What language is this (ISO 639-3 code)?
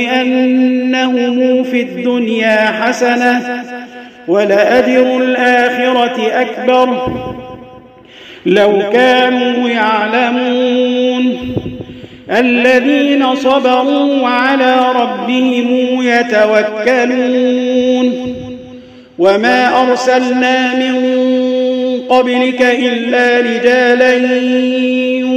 ara